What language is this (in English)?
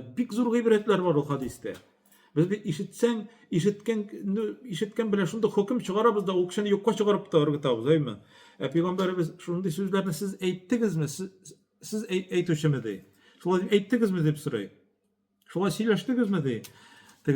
Tatar